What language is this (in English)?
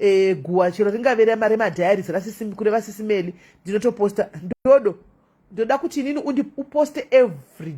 Shona